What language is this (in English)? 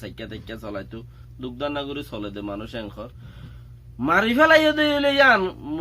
Rohingya